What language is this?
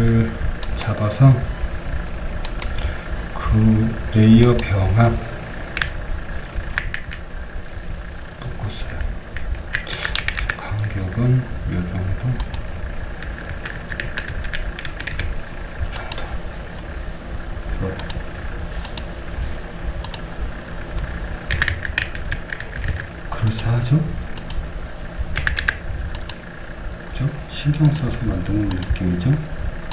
Korean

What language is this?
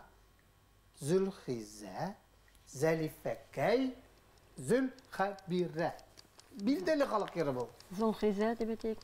Bashkir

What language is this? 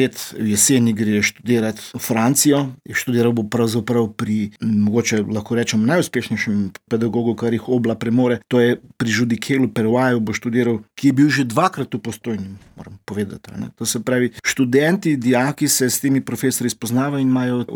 Slovenian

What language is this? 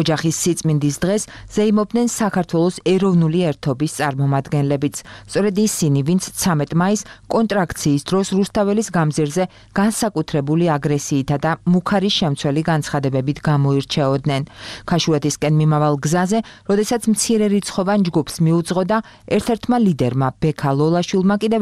Georgian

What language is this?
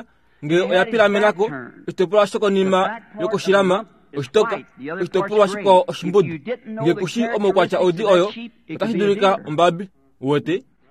Kuanyama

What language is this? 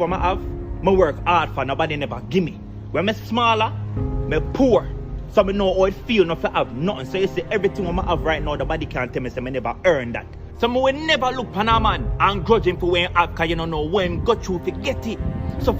Jamaican Creole English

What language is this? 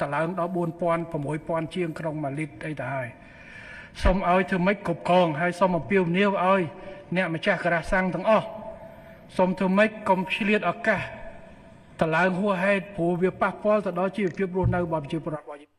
Khmer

